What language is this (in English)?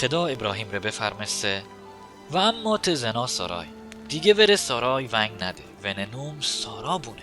Mazanderani